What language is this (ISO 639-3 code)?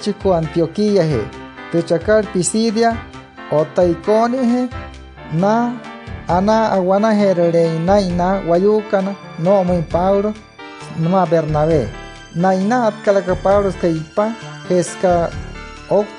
guc